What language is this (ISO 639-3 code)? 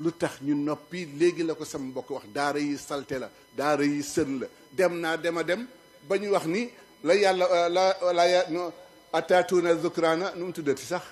wol